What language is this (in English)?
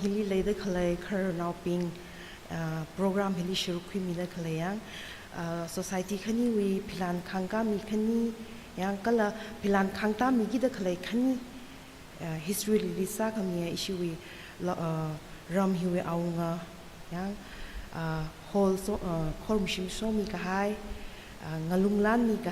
Tangkhul Naga (India)